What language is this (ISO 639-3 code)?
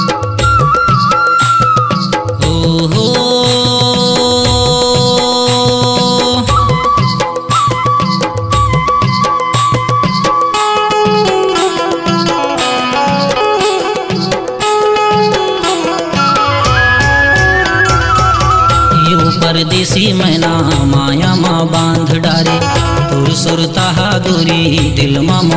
hne